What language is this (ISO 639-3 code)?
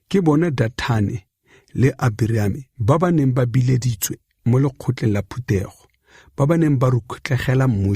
tsn